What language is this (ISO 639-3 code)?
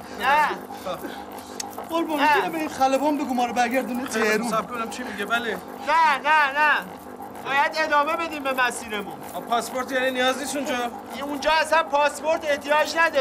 fas